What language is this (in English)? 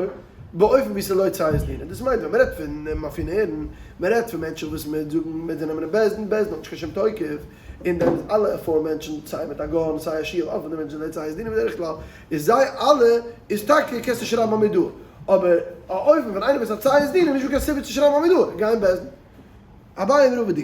Yiddish